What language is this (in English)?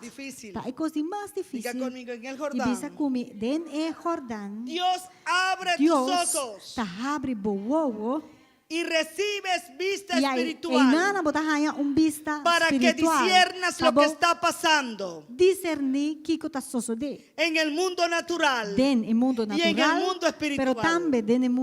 Papiamento